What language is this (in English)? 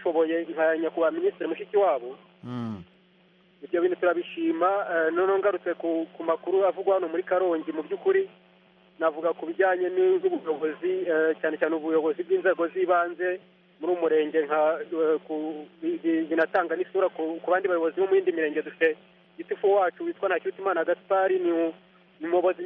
Kinyarwanda